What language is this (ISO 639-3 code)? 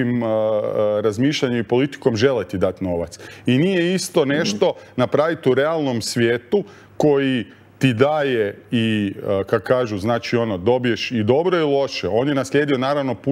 hrv